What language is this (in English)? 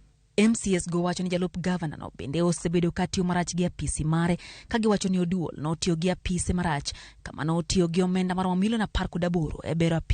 Luo (Kenya and Tanzania)